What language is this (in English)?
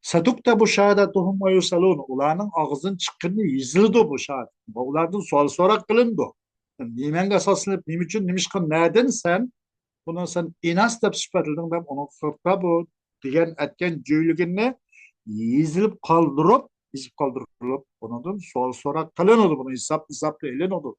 Uyghur